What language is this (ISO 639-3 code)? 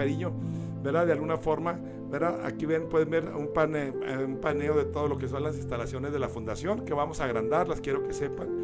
spa